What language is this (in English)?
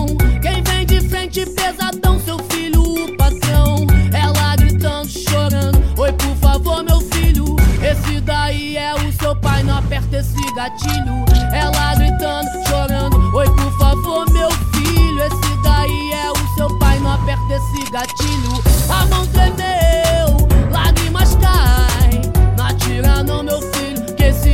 Portuguese